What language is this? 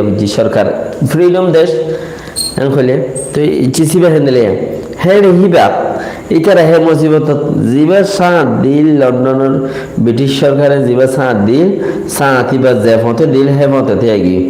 Rohingya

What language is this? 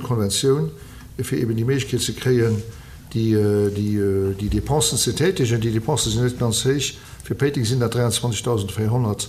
Luxembourgish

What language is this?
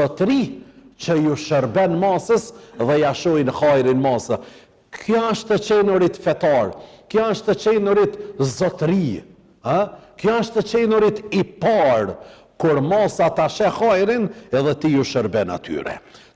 Albanian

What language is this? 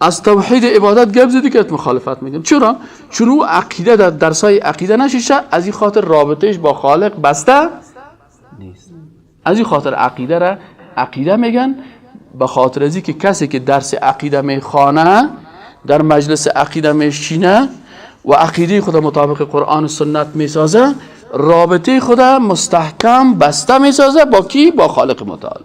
Persian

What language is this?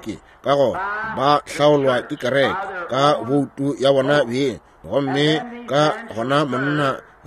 Northern Sotho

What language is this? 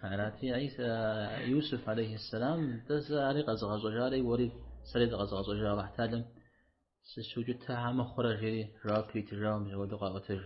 Kabardian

